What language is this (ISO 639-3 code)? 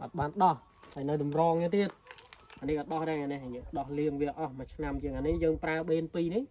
khm